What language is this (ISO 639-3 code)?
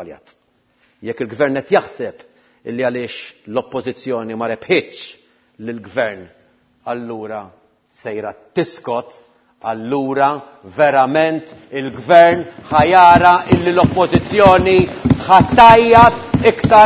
mlt